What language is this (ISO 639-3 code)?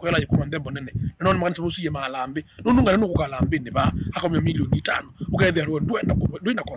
kam